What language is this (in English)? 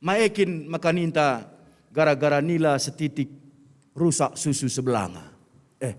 Batak Karo